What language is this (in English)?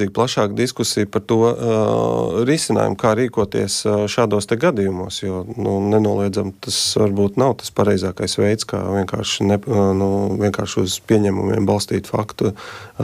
Latvian